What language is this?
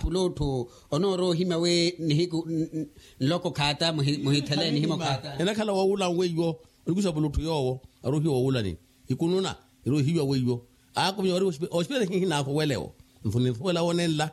Makhuwa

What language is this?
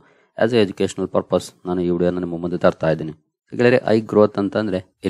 Kannada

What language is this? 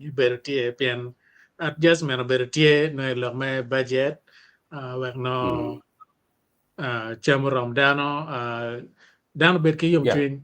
Acoli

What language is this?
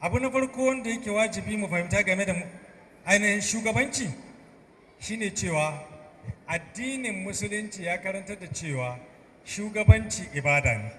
Hausa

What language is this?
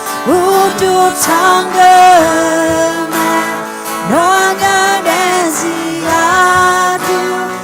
Akha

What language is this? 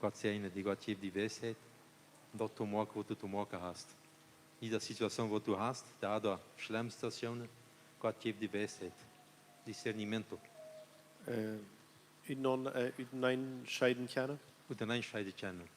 Plautdietsch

